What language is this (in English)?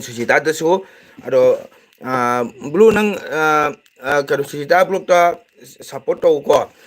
Manipuri